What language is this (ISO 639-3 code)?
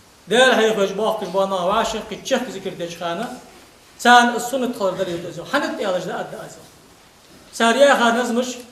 inh